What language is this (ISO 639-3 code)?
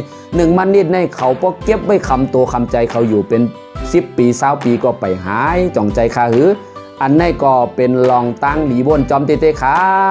shn